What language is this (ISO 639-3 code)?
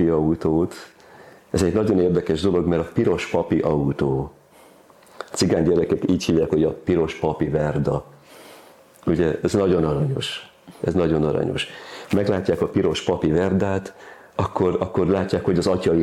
hun